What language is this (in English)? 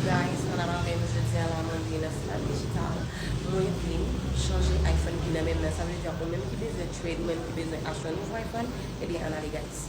Haitian Creole